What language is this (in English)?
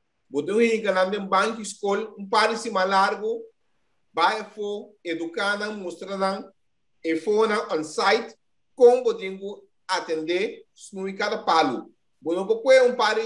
Papiamento